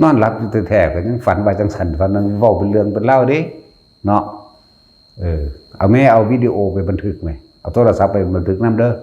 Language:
Northeastern Thai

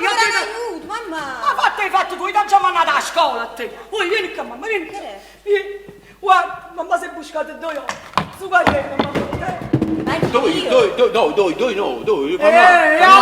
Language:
Neapolitan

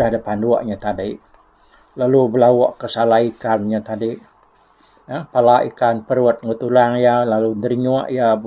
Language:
Iban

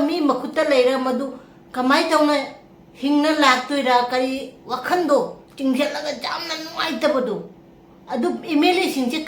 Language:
Manipuri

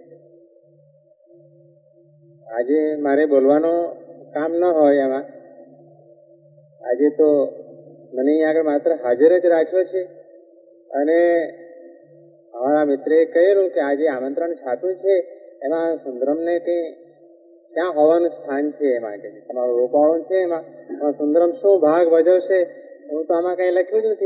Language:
Gujarati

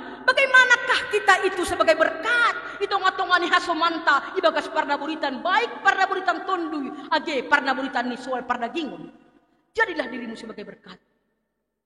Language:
Batak Simalungun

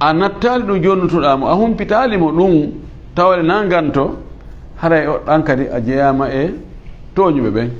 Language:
Fula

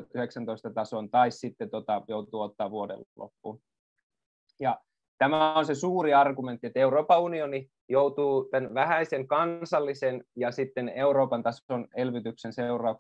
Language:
Finnish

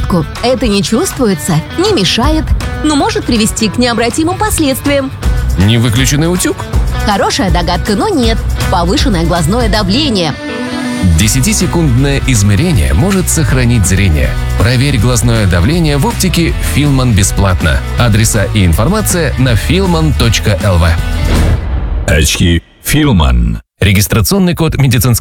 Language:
Russian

